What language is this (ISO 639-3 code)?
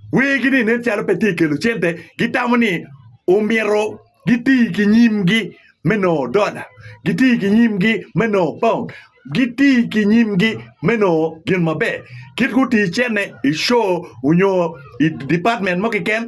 ach